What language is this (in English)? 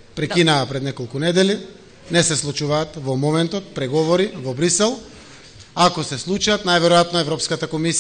Macedonian